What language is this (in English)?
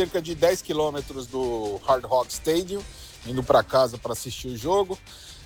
Portuguese